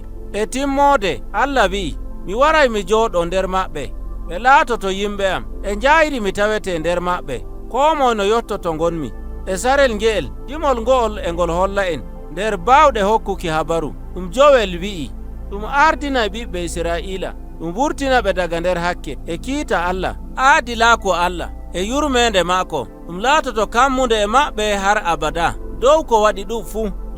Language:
Nigerian Fulfulde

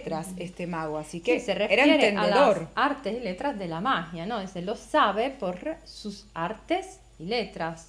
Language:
Spanish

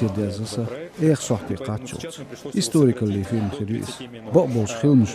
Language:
Chechen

